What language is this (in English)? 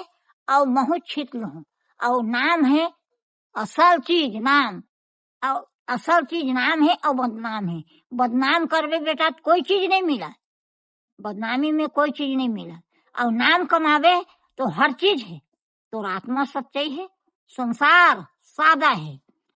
Chhattisgarhi